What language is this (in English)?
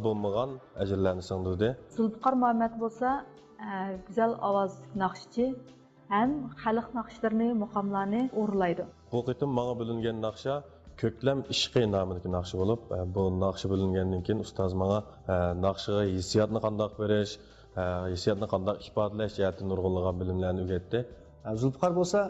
Uyghur